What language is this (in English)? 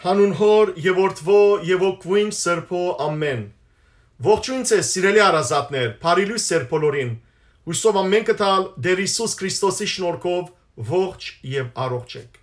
Western Armenian